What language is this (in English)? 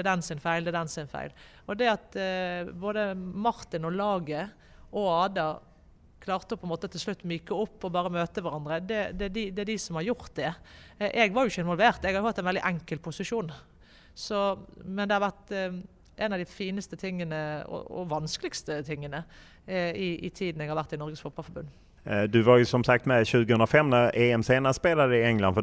Norwegian